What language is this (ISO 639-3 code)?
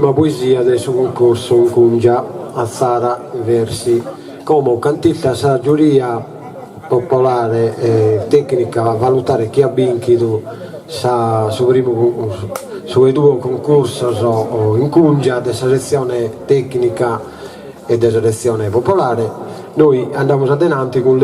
srd